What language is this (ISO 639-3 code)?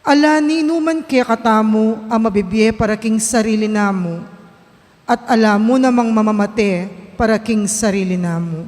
pam